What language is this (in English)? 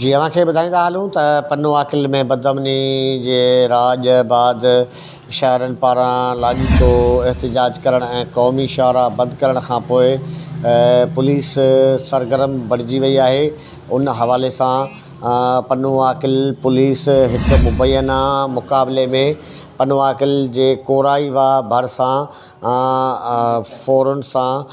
Sindhi